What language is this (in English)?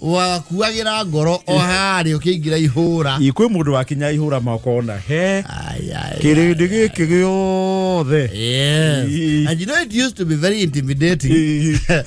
Kikuyu